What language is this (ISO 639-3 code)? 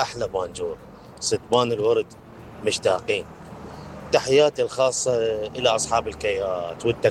acm